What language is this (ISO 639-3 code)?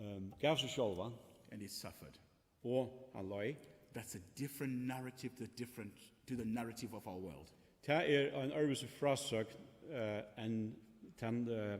fao